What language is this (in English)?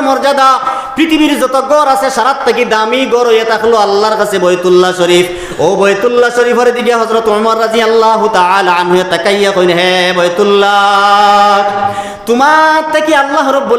Sylheti